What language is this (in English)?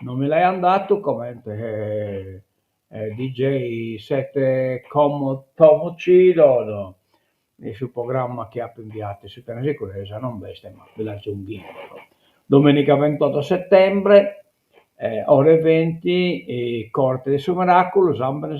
Sardinian